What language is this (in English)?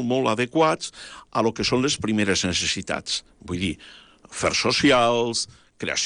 Catalan